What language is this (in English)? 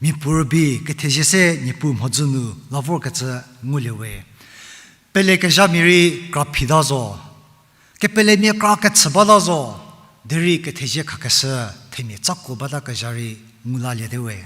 Angami Naga